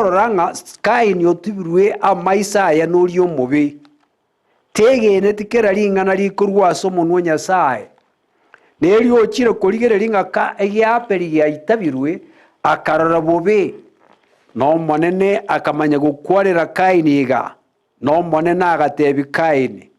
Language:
Gusii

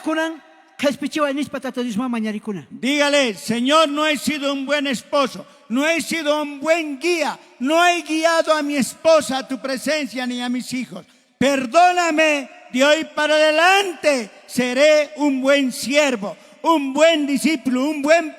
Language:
South Bolivian Quechua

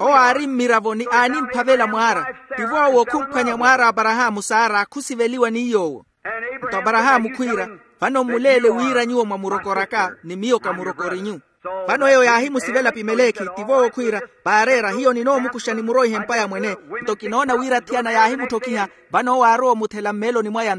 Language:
Makhuwa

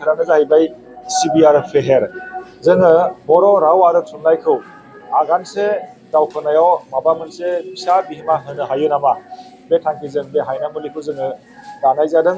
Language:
Bodo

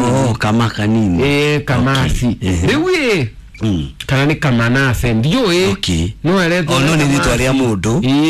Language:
Kikuyu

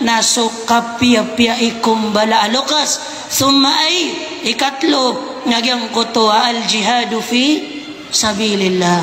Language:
Maranao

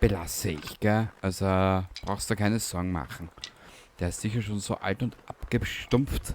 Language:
Bavarian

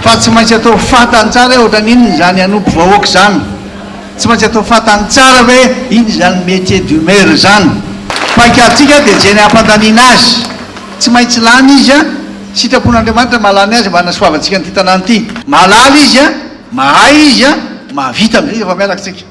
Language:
Malagasy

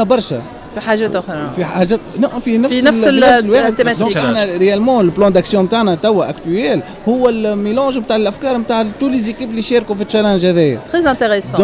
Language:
Tunisian Arabic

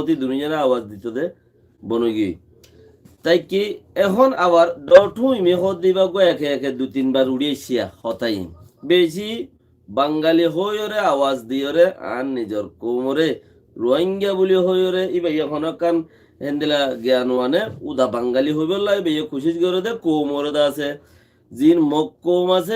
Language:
Rohingya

